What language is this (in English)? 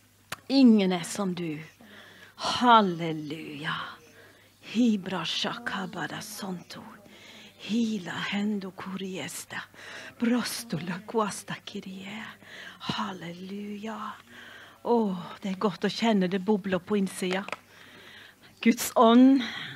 Norwegian